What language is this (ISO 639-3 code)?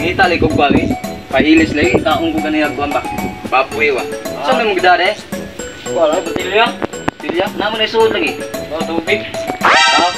ceb